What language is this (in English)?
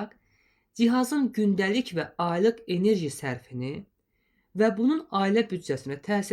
Azerbaijani